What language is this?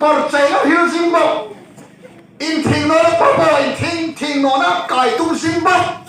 Hmar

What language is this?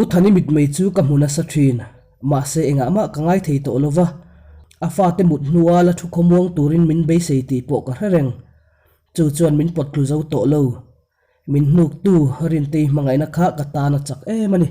Mizo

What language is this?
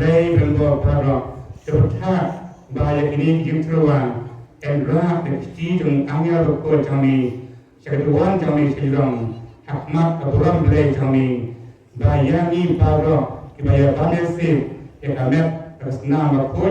Khasi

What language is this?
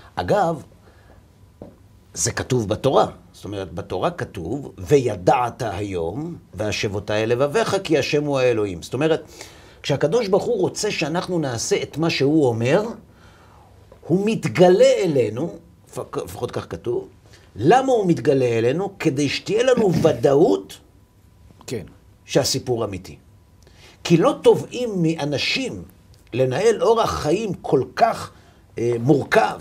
Hebrew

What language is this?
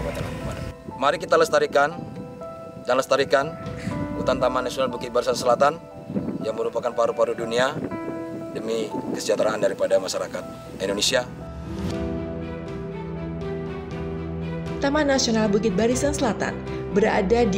Indonesian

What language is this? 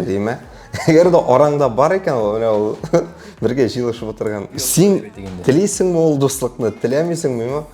Tatar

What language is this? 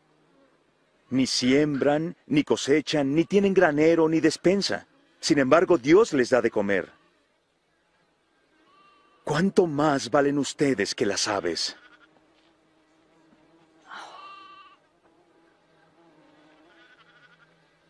Spanish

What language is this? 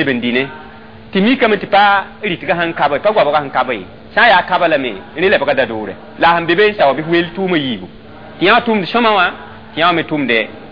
Mossi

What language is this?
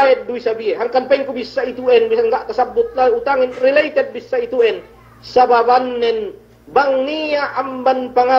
Yakan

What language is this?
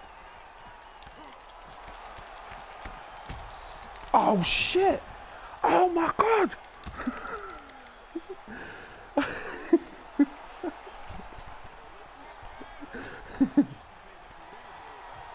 English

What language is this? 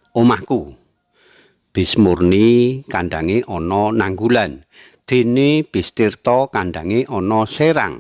Javanese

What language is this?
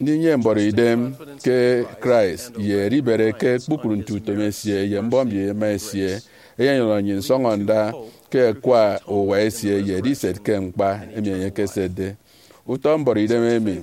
Efik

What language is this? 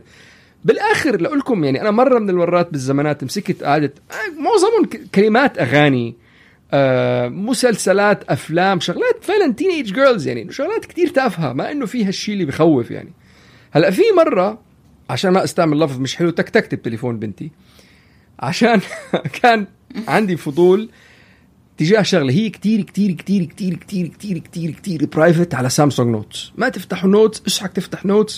North Levantine Arabic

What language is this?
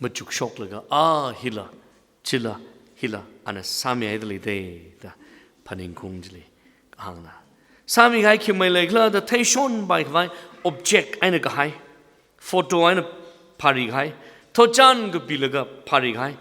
Tangkhul Naga (India)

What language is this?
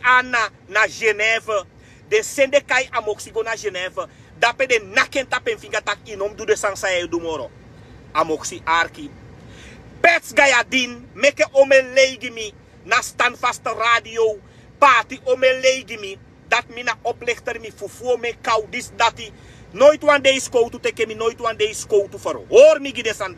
Sranan Tongo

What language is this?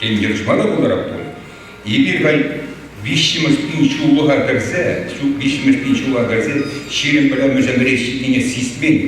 Chuvash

